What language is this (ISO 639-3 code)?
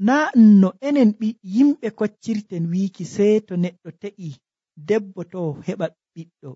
fuv